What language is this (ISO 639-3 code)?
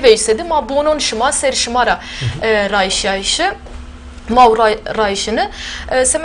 zza